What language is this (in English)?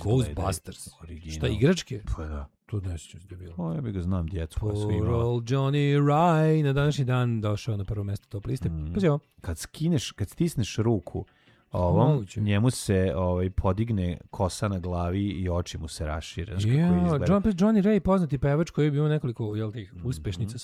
Serbian